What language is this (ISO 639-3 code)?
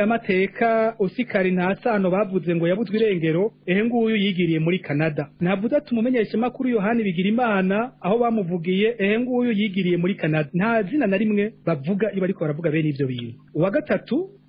run